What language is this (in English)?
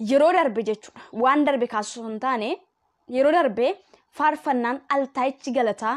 Oromo